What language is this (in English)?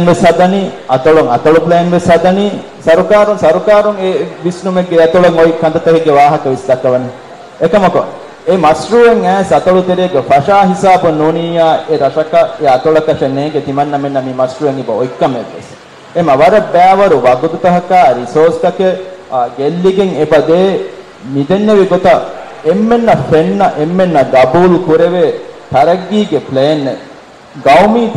Divehi